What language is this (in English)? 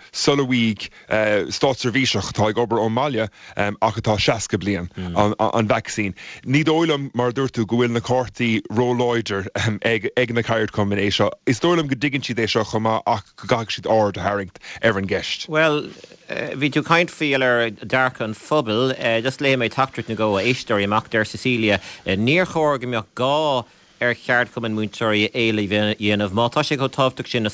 Irish